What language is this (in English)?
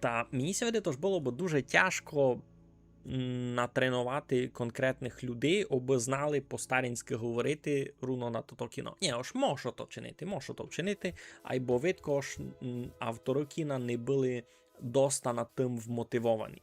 Rusyn